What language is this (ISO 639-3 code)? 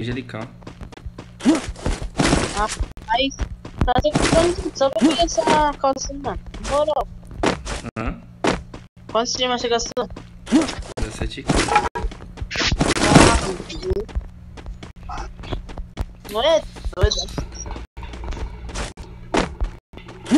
por